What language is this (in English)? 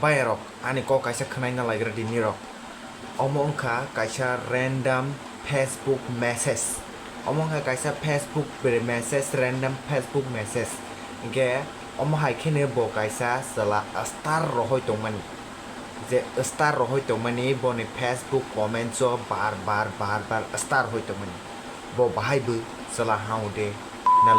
Kok Borok